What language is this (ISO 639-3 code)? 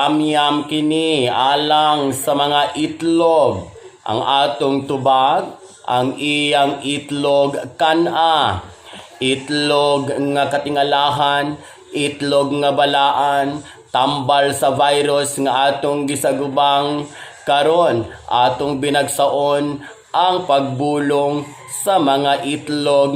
ceb